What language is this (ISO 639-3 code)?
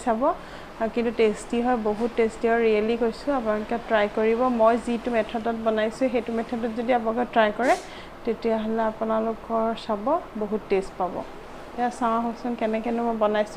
asm